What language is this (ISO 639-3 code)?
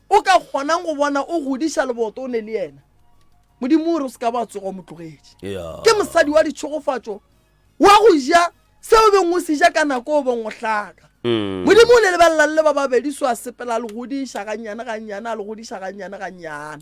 nso